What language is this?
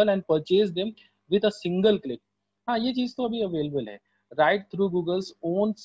Hindi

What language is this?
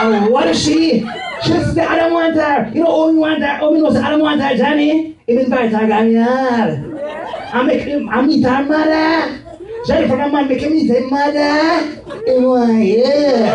Jamaican Creole English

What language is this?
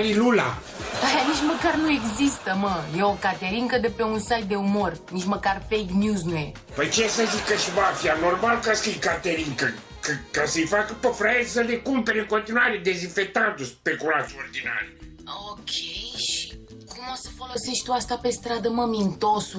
Romanian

